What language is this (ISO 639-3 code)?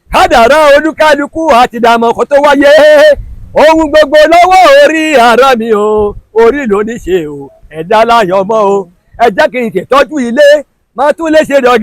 yor